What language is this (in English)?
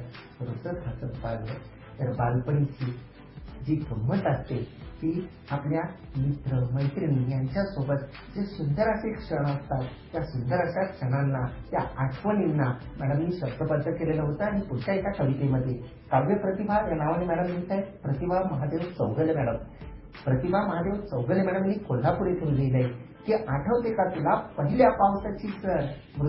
Marathi